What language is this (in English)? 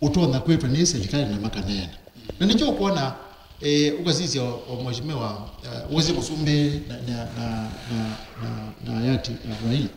Kamba